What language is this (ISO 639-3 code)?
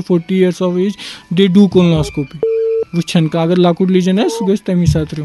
kas